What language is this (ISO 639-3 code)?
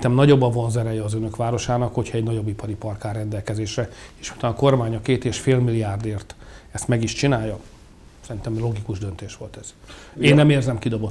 hun